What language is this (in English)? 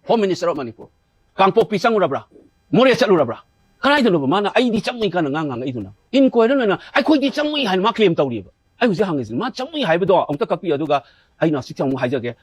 Manipuri